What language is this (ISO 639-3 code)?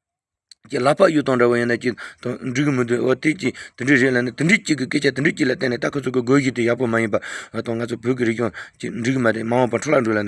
bod